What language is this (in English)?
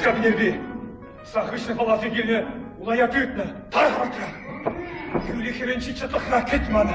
Chuvash